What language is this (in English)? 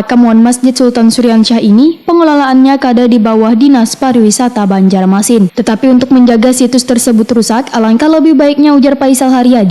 Banjar